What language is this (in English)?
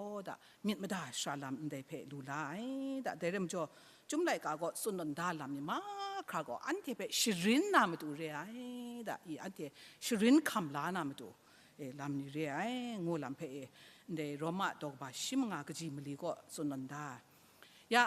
Kachin